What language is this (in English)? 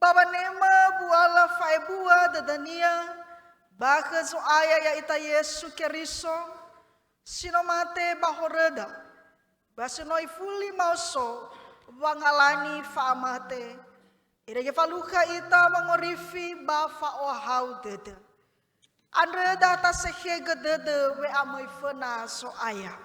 Nias